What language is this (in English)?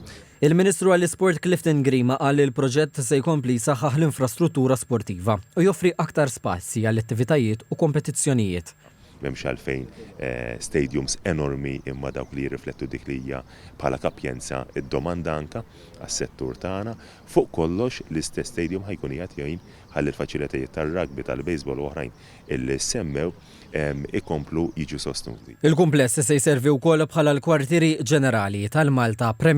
Maltese